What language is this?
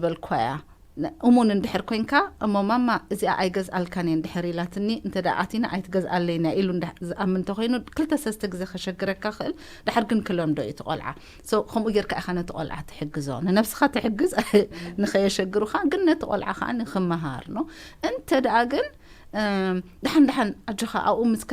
Tigrinya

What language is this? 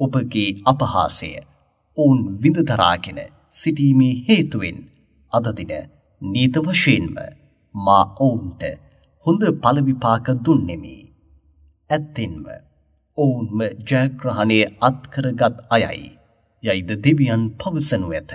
Sinhala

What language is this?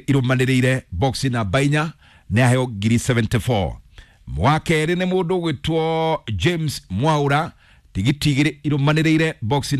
Kikuyu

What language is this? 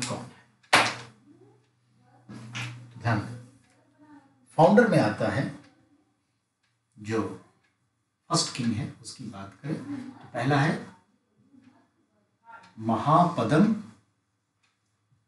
Hindi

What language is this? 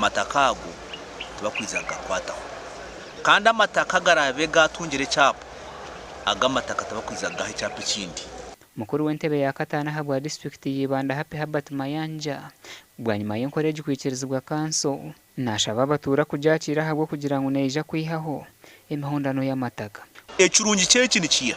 Nyankole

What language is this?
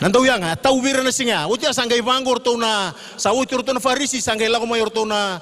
Fijian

